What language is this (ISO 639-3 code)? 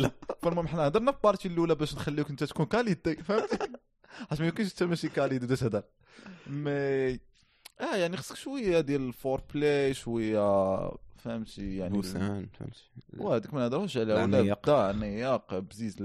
ary